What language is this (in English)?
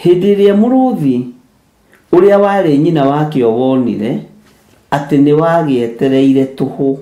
Kikuyu